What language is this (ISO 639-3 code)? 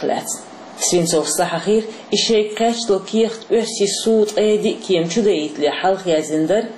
che